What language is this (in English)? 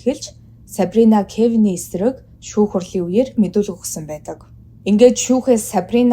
Mongolian